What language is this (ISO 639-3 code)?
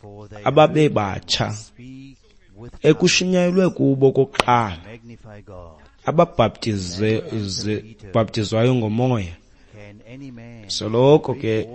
xho